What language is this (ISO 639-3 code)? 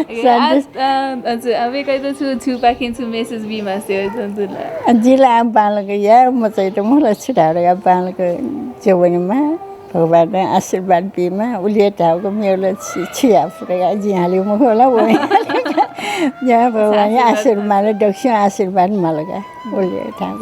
new